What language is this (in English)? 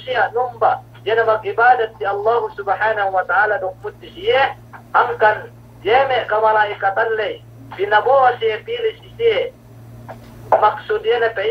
Yakan